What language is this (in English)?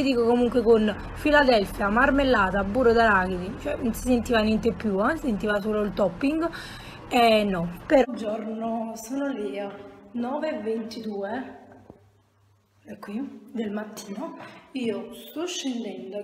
Italian